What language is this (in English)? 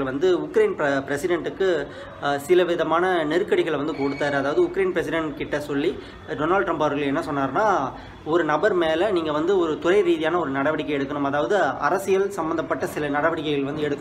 Tamil